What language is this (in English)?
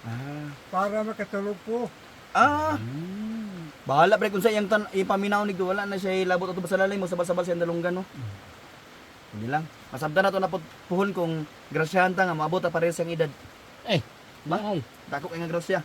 Cebuano